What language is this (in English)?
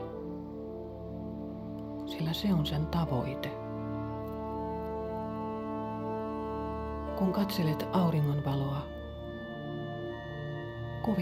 Finnish